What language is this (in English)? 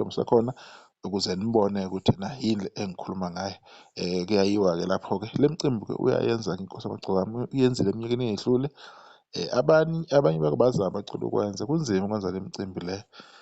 Zulu